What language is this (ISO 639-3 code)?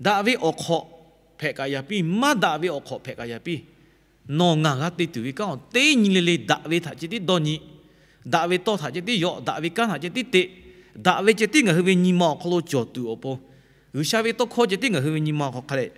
lhu